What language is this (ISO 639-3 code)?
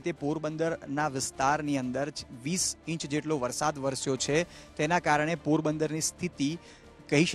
guj